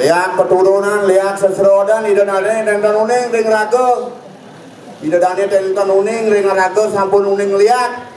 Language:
Balinese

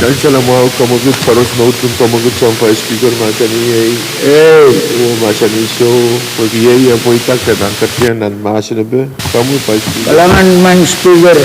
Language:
Pohnpeian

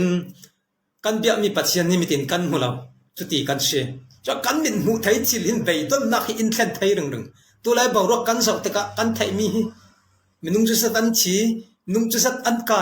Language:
Falam Chin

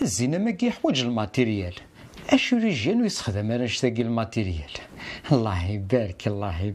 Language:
Kabyle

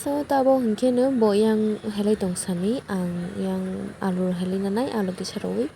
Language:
Kok Borok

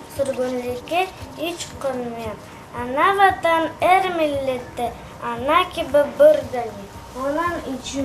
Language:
Crimean Tatar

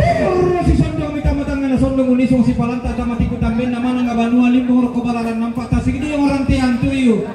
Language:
Toraja-Sa'dan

